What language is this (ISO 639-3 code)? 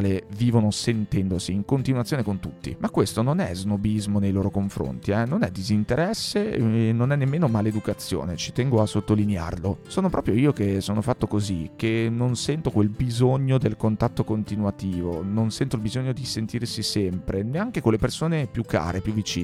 ita